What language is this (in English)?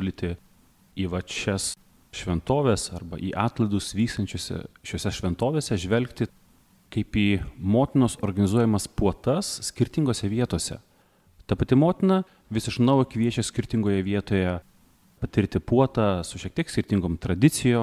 Lithuanian